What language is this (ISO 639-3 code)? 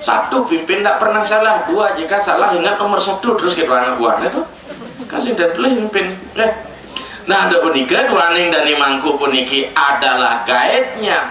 ban